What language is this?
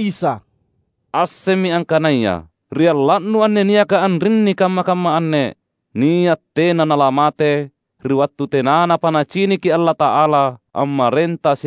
Makasar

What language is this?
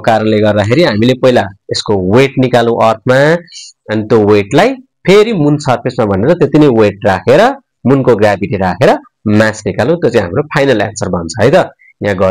Nepali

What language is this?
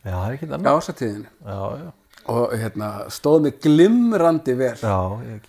Icelandic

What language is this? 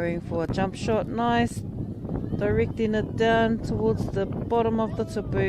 Māori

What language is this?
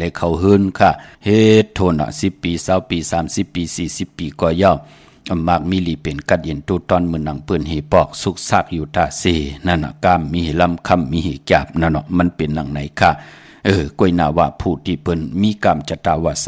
Shan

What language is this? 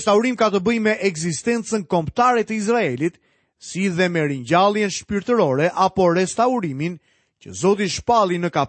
Albanian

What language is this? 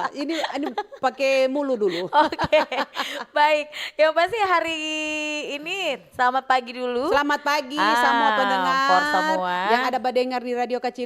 Manado Malay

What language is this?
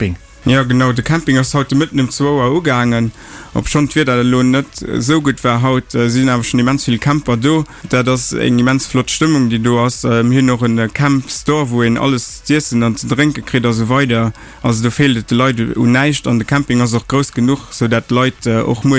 Luxembourgish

